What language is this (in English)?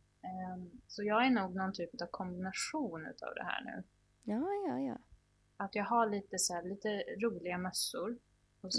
Swedish